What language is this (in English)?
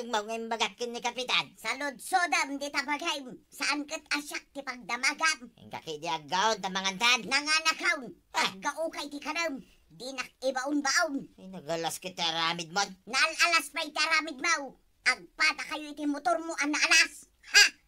Iloko